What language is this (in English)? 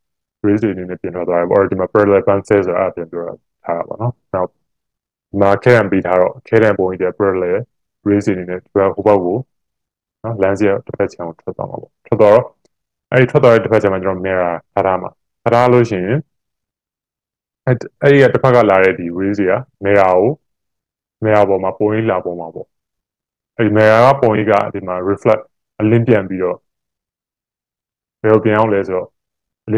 Burmese